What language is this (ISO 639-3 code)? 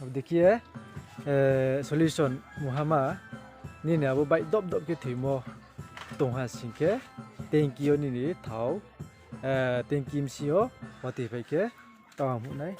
ria